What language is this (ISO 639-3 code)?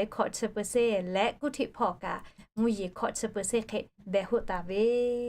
lhu